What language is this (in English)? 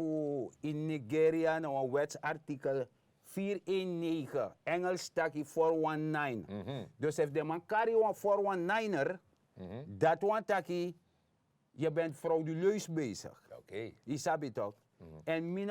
Sranan Tongo